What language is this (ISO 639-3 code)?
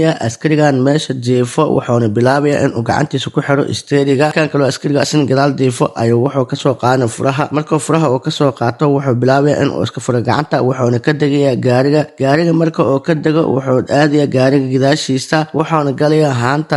som